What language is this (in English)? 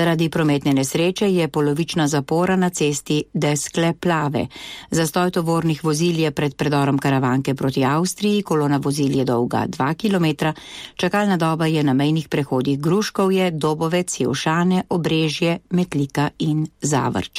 Slovenian